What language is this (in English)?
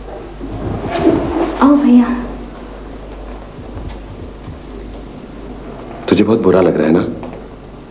Hindi